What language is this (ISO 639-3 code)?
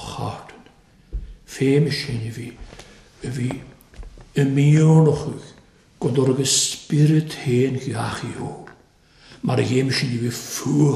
cym